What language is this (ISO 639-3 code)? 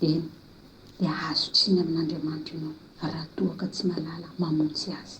mlg